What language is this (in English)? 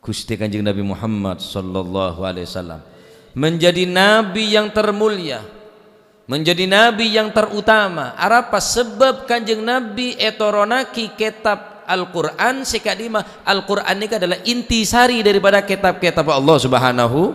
Madurese